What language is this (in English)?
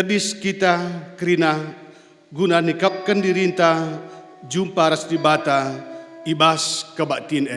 Batak Karo